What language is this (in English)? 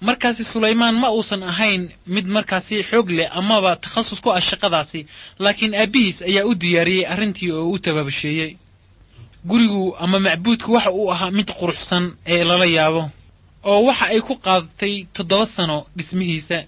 Somali